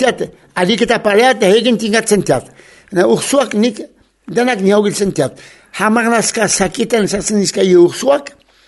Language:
Basque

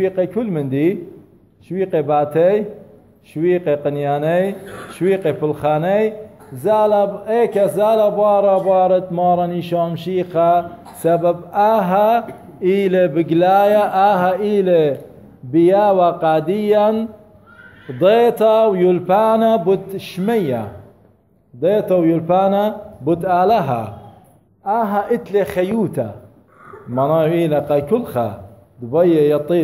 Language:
Assyrian Neo-Aramaic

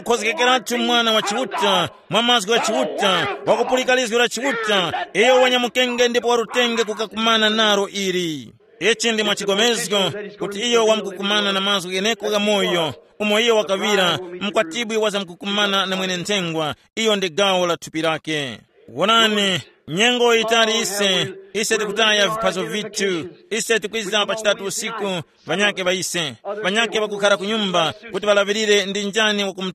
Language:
Tumbuka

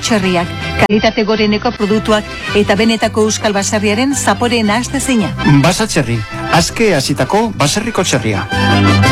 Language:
Basque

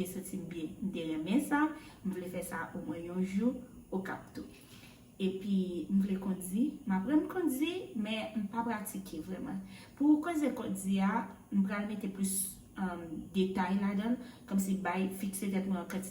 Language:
Haitian Creole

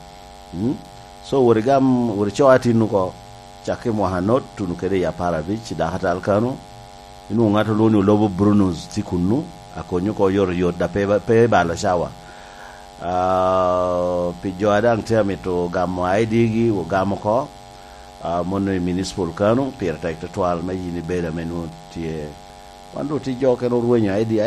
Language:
Lango (Uganda)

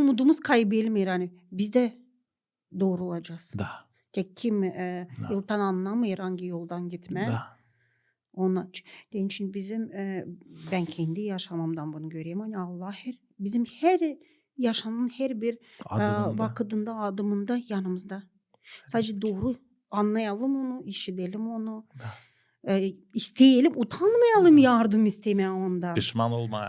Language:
Gagauz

